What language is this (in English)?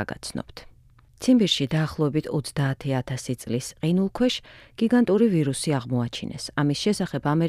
Georgian